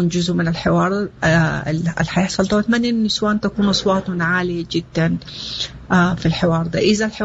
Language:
Sudanese Arabic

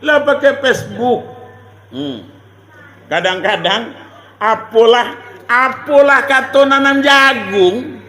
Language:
Minangkabau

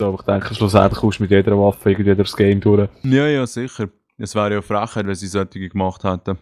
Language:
Swiss German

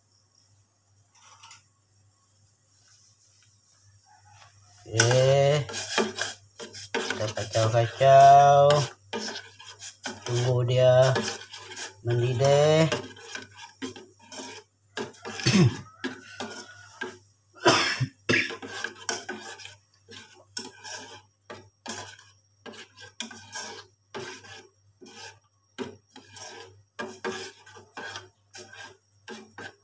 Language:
Malay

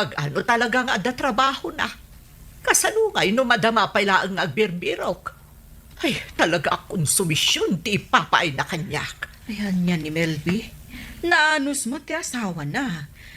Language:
Iloko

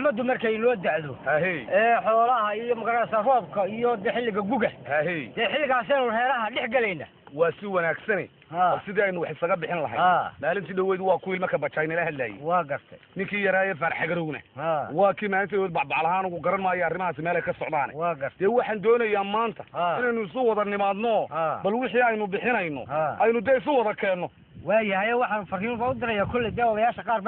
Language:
Somali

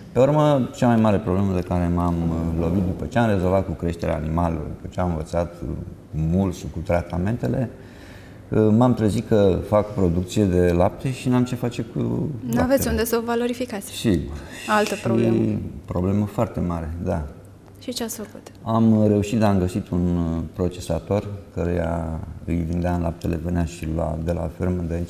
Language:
Romanian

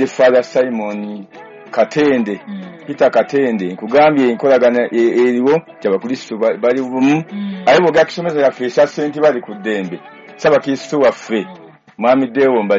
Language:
Ganda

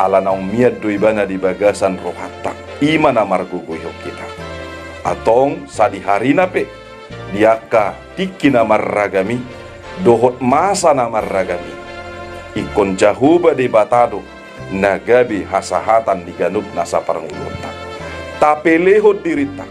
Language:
Batak Toba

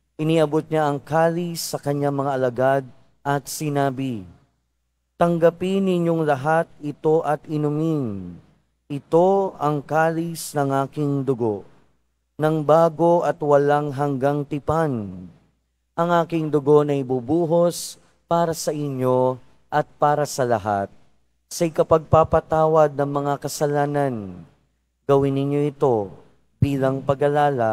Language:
Filipino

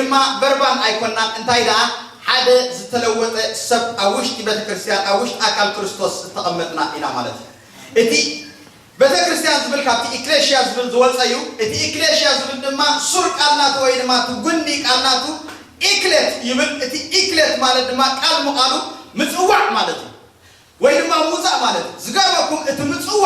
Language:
Tigrinya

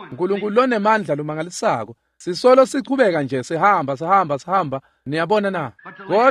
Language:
Swati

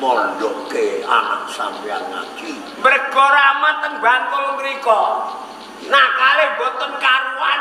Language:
Javanese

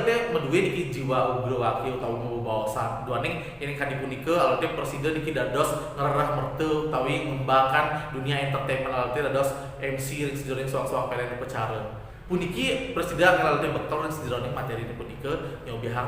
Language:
Balinese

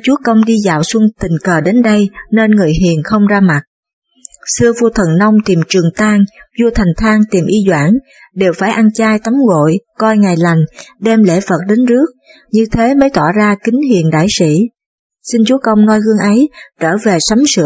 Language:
Vietnamese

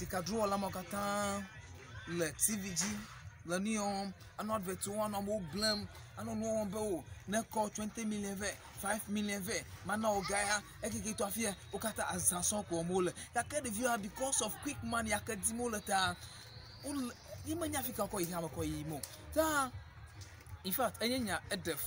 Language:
Ewe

